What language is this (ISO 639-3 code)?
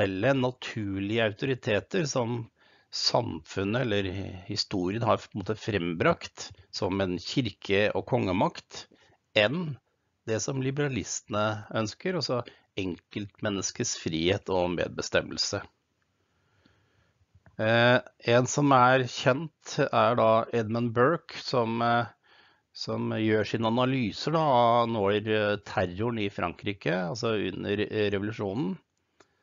nor